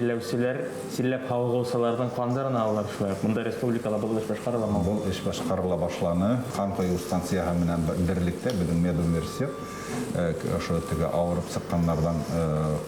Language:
Bashkir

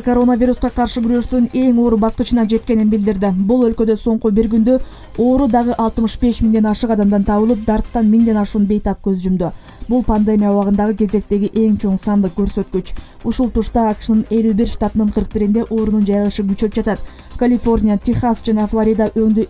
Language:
Kyrgyz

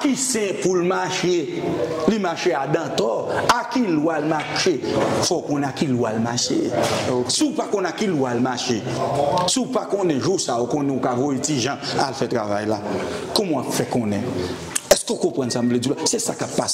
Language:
Haitian Creole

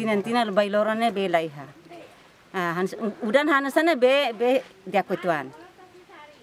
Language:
Tetum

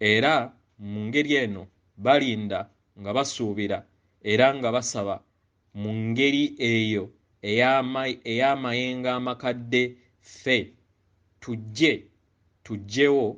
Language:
Ganda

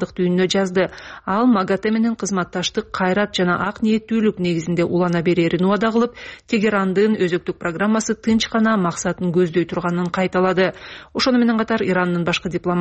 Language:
Kyrgyz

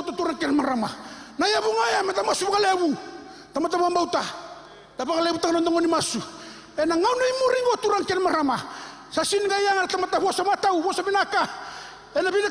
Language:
Fijian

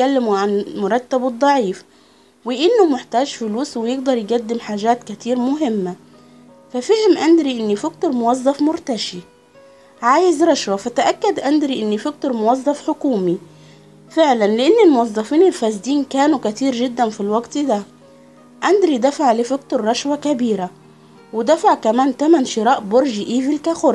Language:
Egyptian Arabic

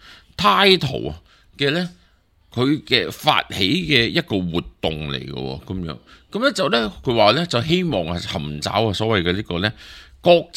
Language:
Cantonese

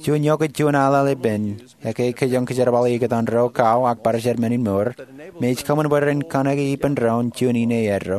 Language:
Marshallese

